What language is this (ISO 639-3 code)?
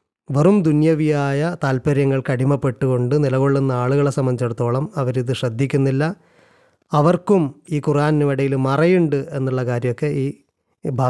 mal